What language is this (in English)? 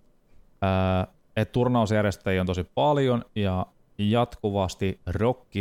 Finnish